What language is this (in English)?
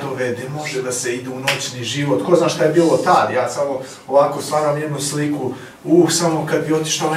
Serbian